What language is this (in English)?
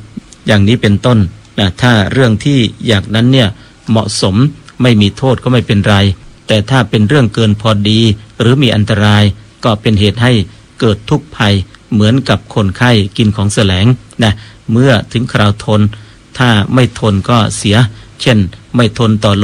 Thai